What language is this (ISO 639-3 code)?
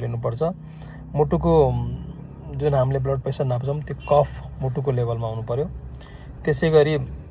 nep